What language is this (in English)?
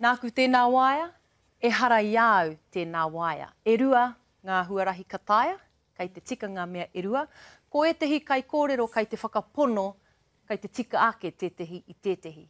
Māori